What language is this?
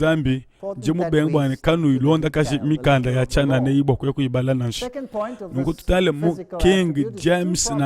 Luba-Lulua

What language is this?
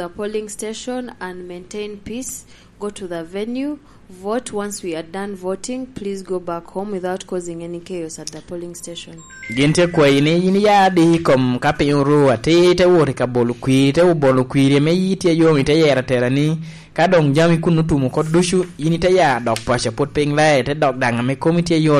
Lango (Uganda)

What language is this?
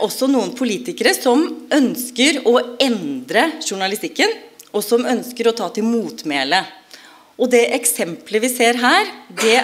Norwegian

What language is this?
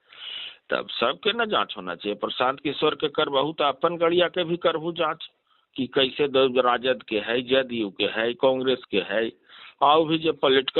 Magahi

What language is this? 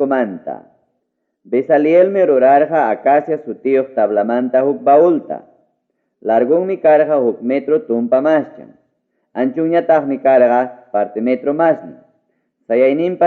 Ayacucho Quechua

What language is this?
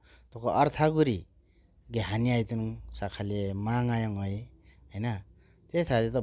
Nepali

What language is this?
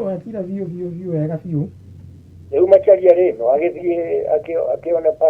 Kikuyu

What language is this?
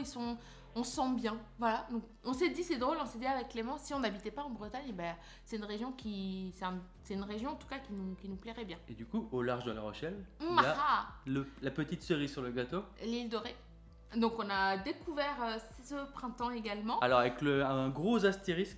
French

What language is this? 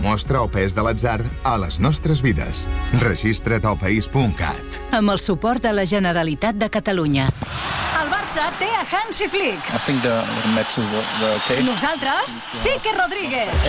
Catalan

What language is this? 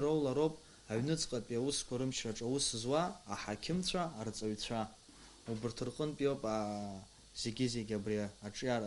Abkhazian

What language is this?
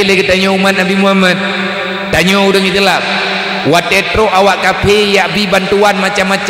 Achinese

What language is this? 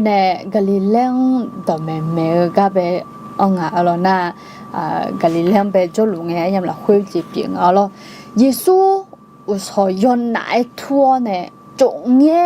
Akha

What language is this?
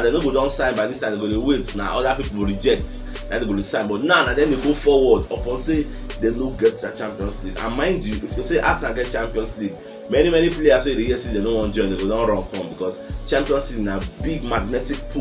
Nigerian Pidgin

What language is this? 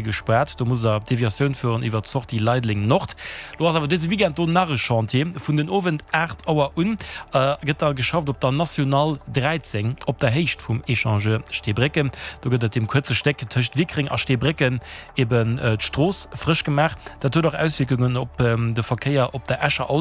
Luxembourgish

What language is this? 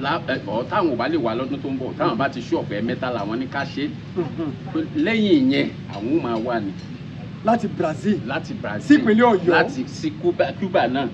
Yoruba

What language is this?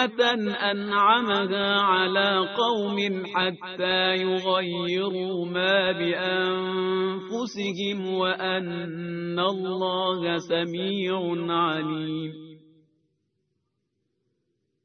Arabic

